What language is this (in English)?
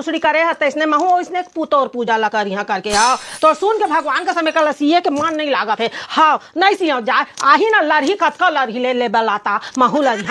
Chhattisgarhi